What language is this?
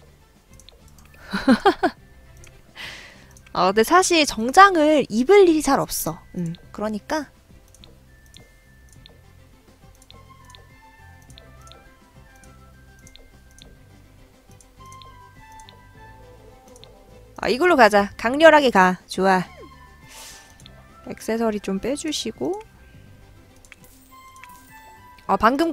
Korean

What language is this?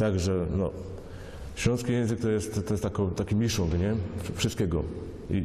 Silesian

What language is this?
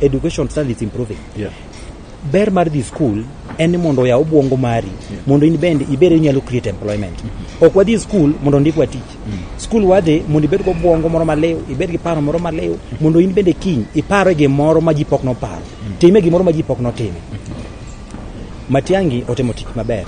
Luo (Kenya and Tanzania)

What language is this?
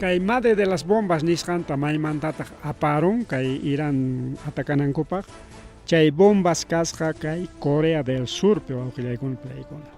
Ayacucho Quechua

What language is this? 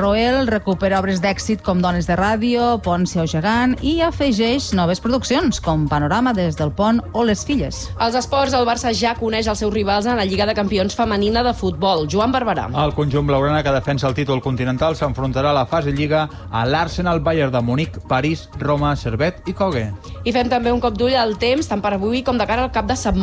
Catalan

